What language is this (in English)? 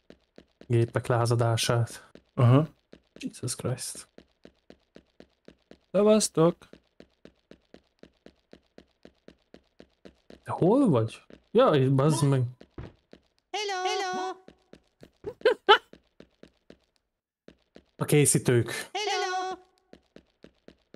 Hungarian